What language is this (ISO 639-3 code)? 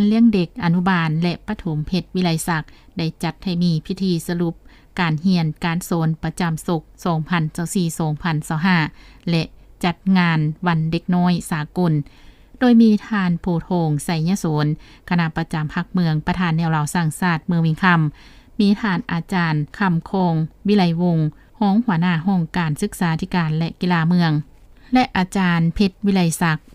lao